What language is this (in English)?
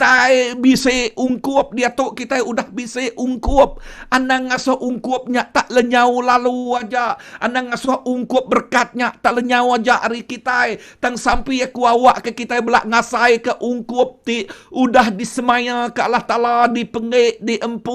Iban